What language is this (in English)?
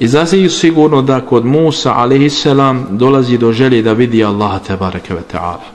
Bosnian